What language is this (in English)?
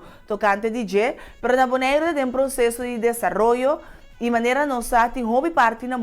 Papiamento